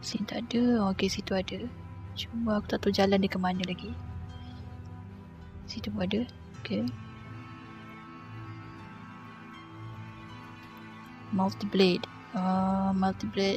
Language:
Malay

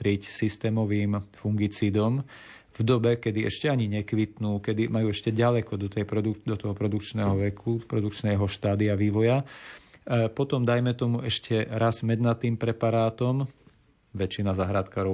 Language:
Slovak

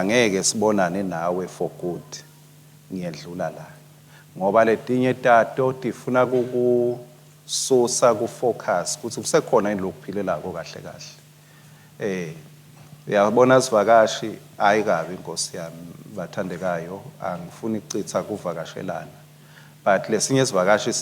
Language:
Swati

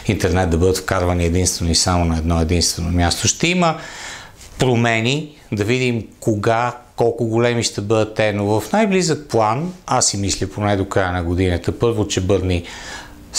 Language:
Bulgarian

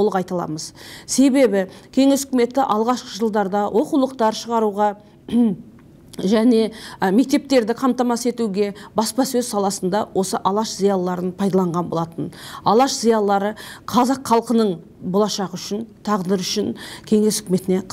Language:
Kazakh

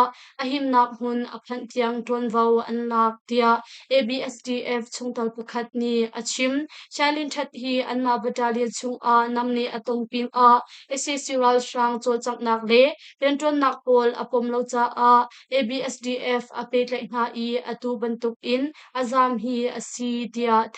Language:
Hakha Chin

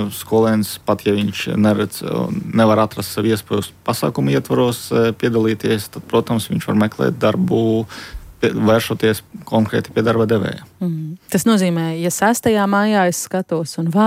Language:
Latvian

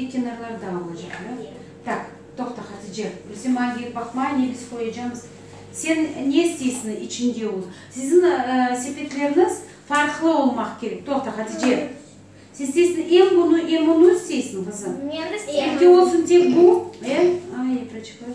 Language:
Crimean Tatar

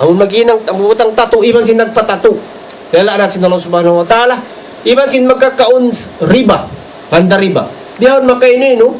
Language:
Tausug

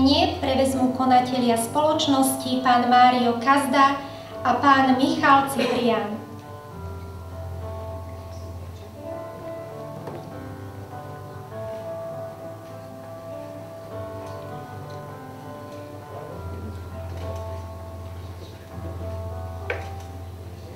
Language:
Slovak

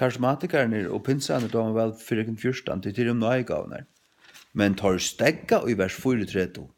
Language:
Faroese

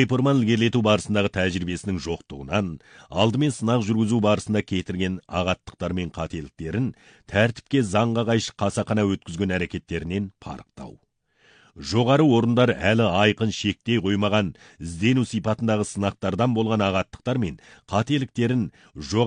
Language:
Kazakh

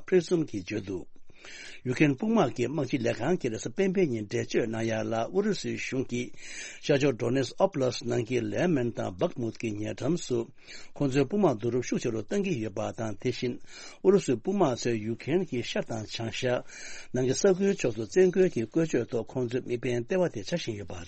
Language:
Tibetan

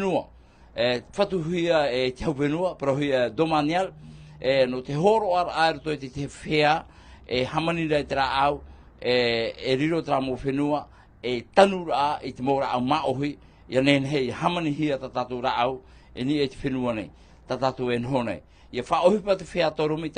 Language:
Tahitian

